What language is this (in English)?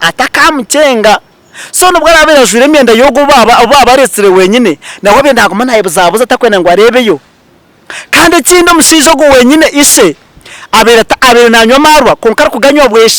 Nyankole